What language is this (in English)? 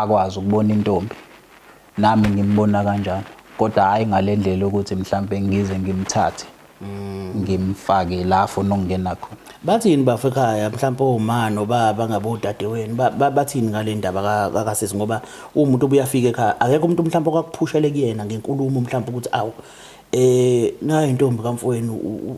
Zulu